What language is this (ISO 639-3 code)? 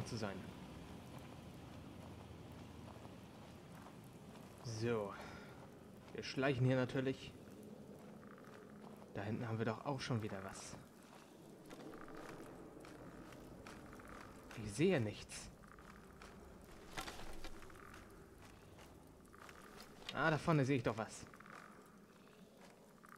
deu